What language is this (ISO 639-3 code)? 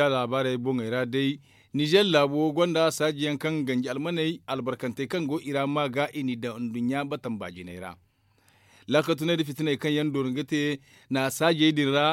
dje